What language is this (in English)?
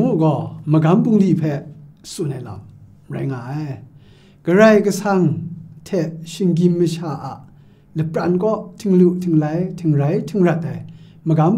Kachin